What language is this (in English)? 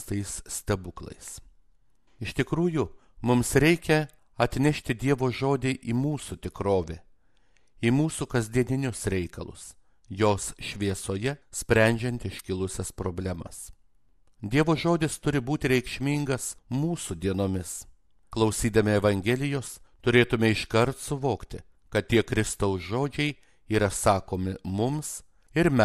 Lithuanian